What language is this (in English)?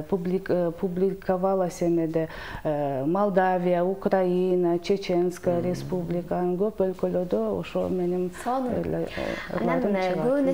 Kyrgyz